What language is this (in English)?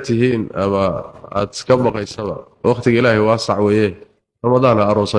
Somali